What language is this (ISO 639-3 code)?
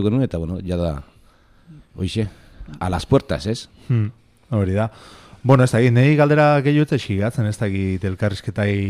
eus